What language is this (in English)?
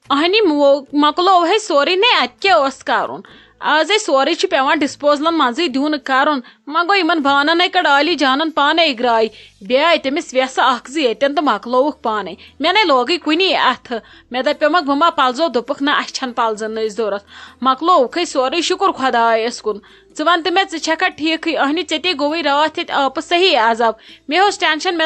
Kashmiri